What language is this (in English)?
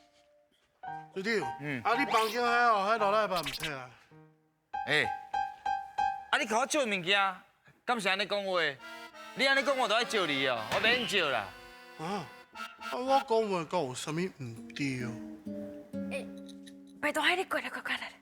Min Nan Chinese